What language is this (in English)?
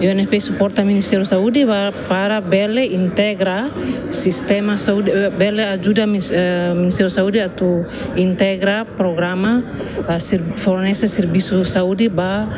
Tetum